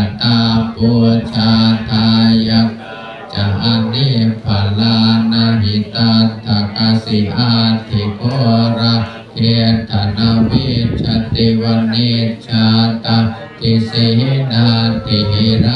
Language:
Pali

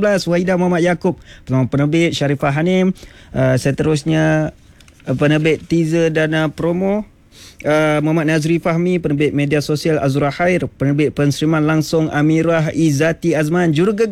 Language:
Malay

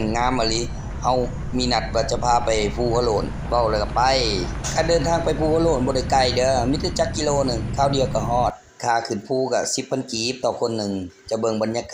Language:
Lao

